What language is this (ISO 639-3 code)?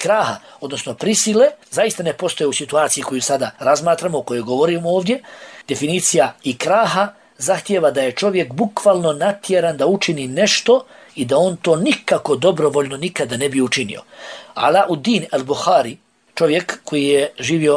bos